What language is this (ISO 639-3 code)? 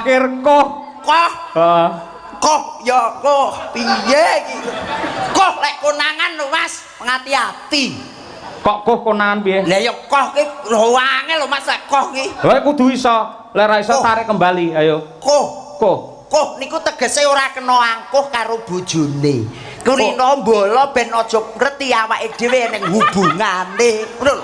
jav